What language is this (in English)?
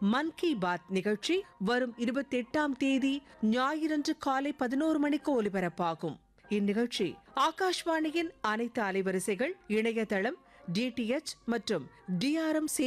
Tamil